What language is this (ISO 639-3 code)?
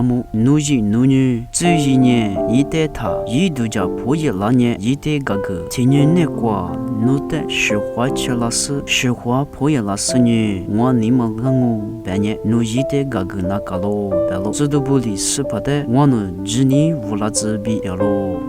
lis